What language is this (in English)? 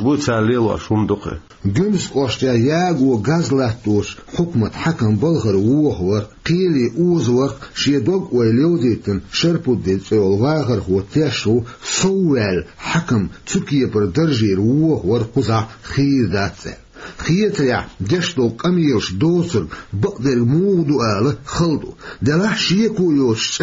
Chechen